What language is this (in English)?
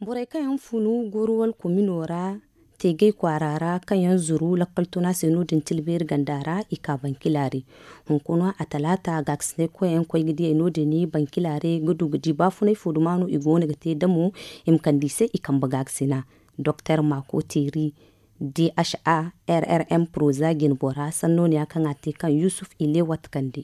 Zarma